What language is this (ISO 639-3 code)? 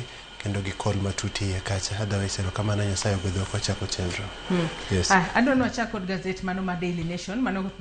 luo